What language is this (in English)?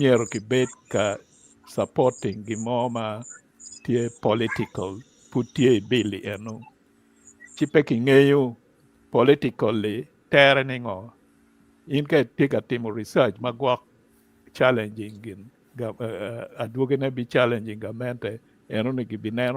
Acoli